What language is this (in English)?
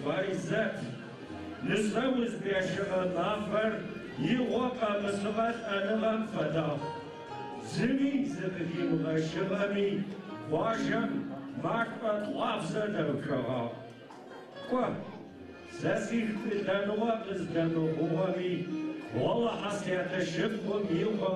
Adyghe